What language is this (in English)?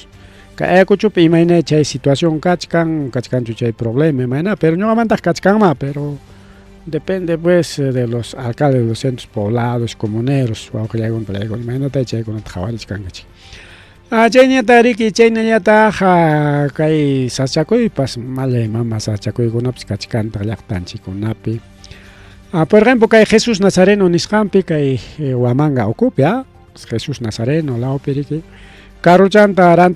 Ayacucho Quechua